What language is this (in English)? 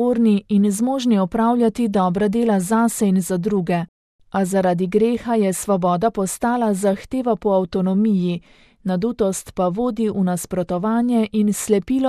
Slovenian